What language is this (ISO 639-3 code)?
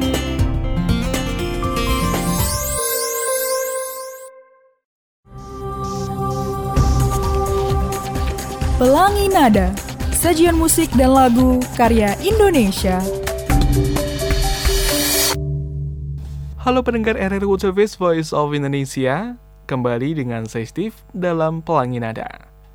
ind